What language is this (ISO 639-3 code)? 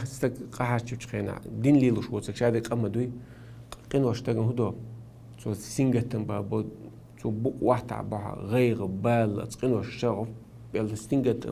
che